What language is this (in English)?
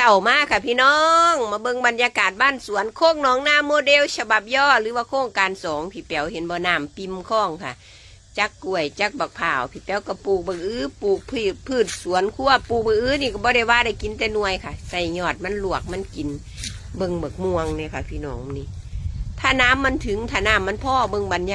Northeastern Thai